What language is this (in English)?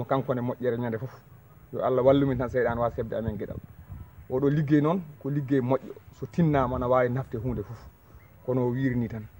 Fula